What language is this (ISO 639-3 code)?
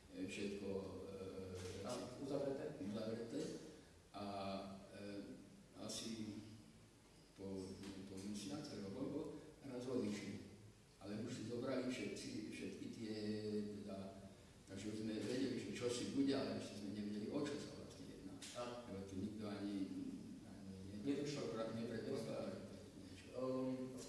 slk